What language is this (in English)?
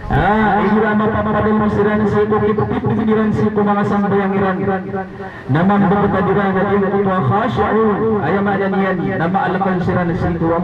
Maranao